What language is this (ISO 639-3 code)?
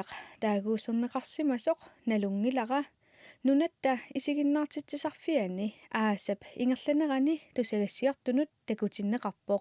kal